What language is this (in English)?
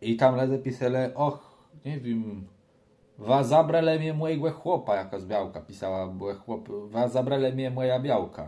Kashubian